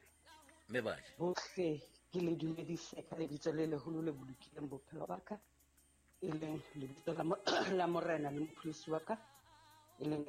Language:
Southern Sotho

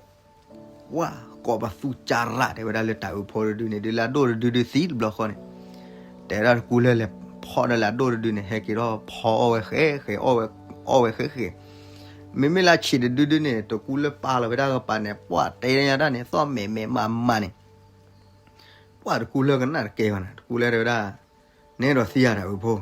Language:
S'gaw Karen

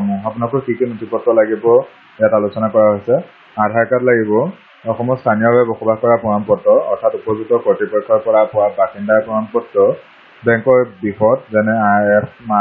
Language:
Assamese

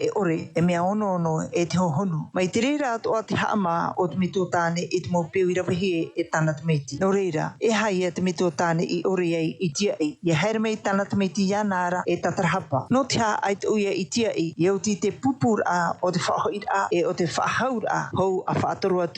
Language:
Tahitian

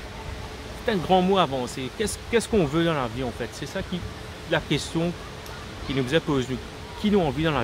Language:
Morisyen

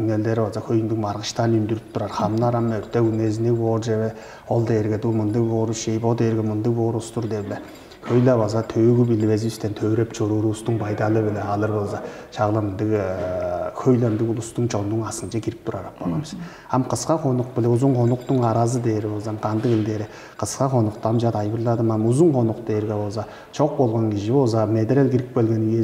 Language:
Tuvinian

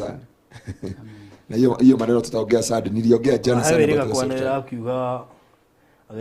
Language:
Kikuyu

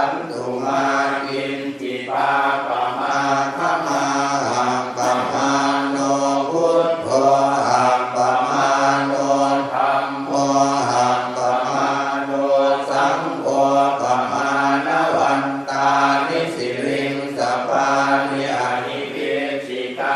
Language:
Pali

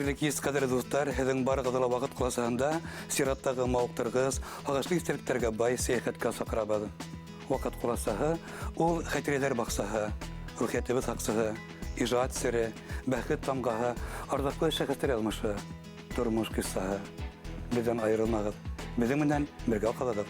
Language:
Bashkir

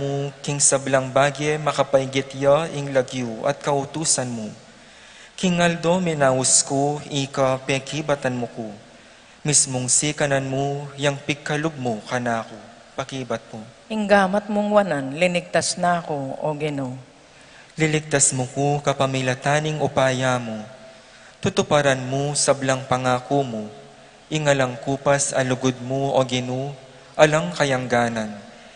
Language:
Pampanga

